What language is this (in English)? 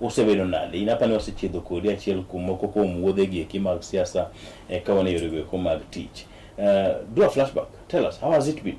Luo (Kenya and Tanzania)